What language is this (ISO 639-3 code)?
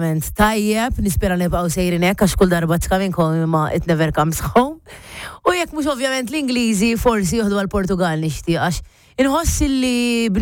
mlt